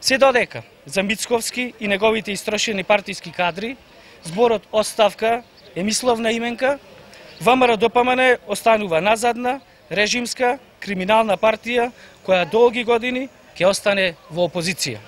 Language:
Macedonian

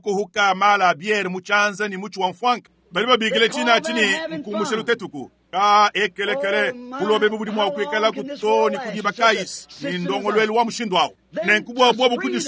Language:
Luba-Lulua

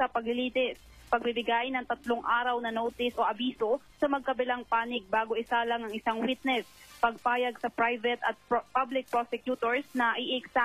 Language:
Filipino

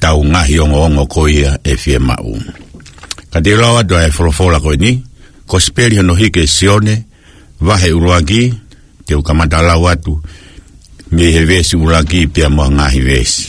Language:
Tongan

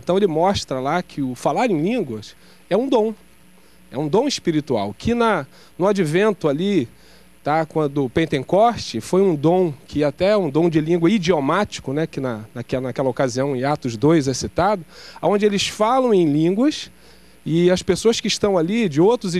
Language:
Portuguese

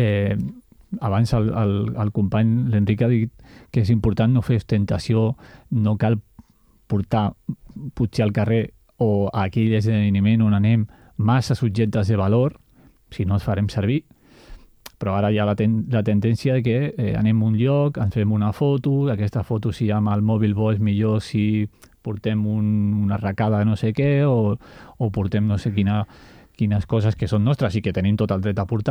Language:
Catalan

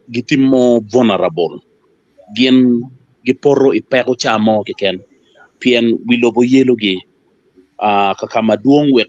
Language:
Acoli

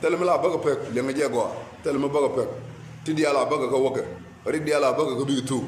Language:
Nuer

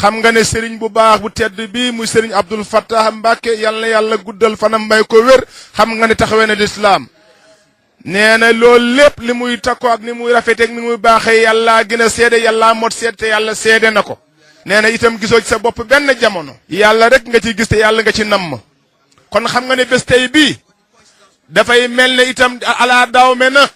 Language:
Wolof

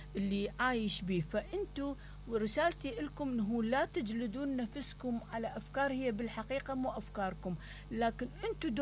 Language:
Mesopotamian Arabic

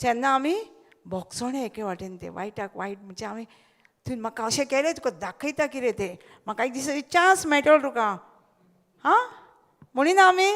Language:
Konkani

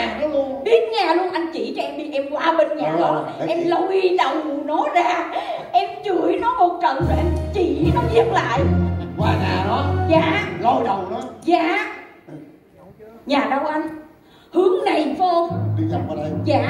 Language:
Vietnamese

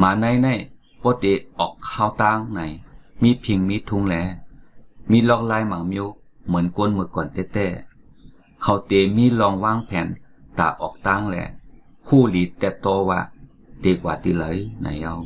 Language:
Shan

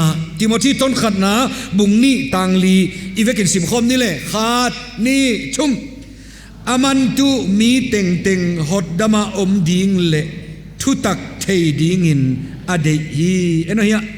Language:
Paite Chin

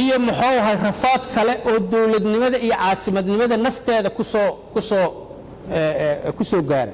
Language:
Somali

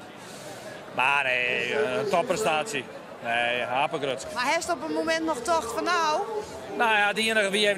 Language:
Western Frisian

